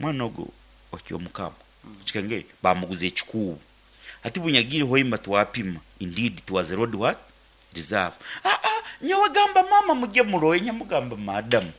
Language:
Nyoro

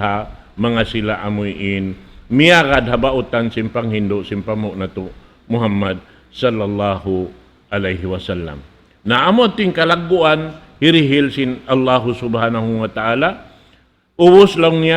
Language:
Tausug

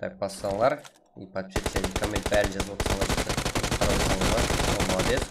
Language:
Kara-Kalpak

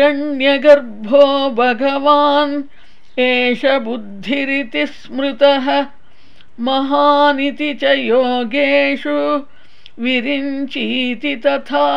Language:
Sanskrit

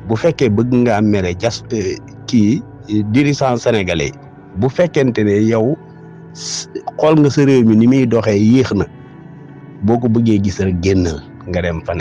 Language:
Wolof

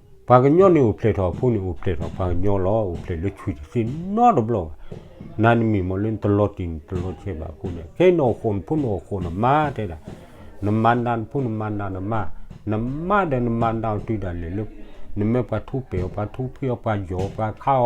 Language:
S'gaw Karen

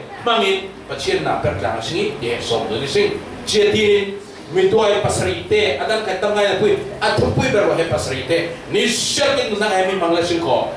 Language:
Falam Chin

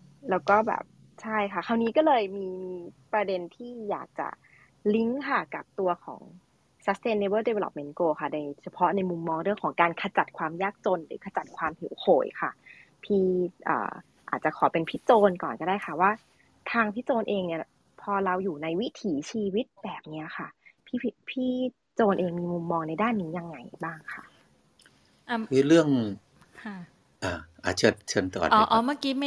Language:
Thai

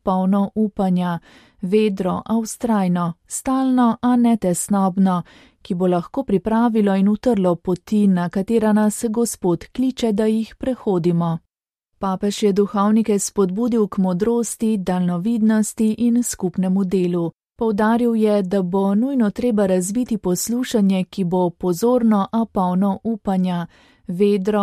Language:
Slovenian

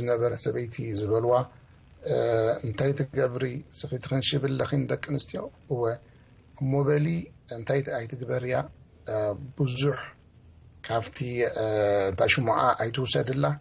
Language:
Tigrinya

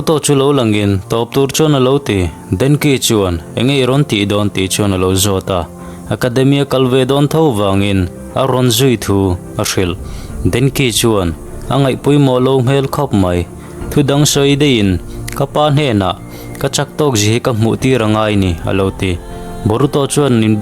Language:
Mizo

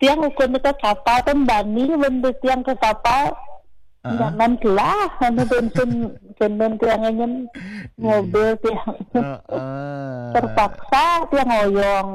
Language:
Balinese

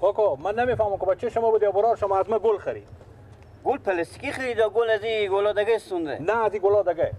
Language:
Persian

